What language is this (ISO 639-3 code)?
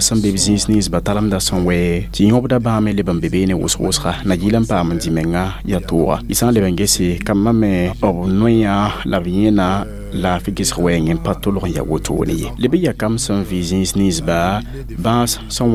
mos